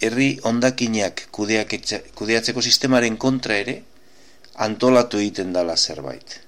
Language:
Basque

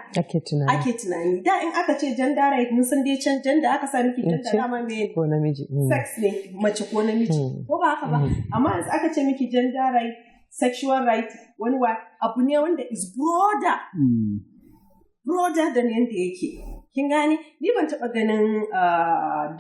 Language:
Hausa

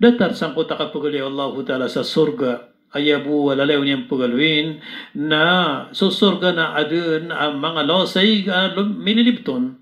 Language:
Maranao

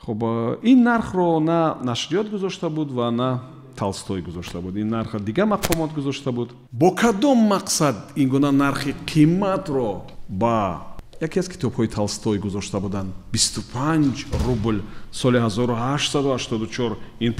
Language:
Tajik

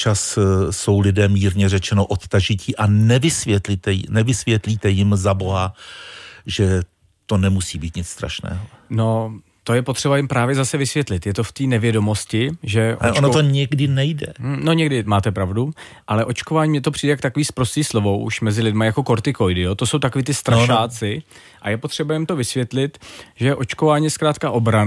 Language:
Czech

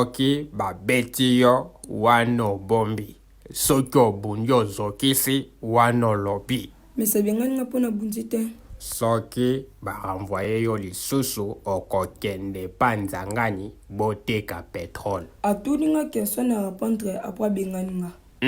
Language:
Lingala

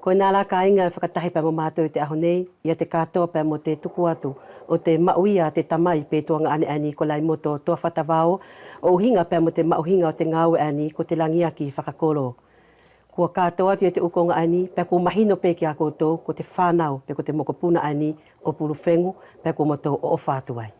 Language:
Wallisian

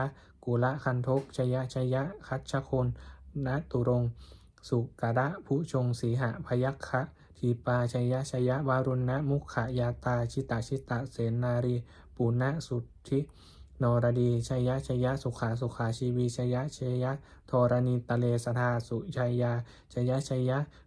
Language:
Pali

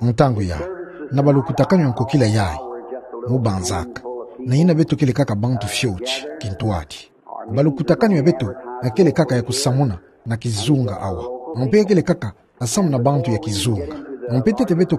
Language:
Kituba (Democratic Republic of Congo)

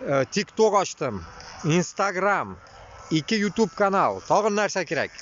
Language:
Bashkir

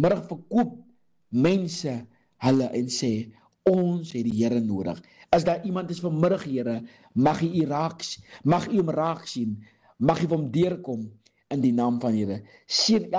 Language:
Afrikaans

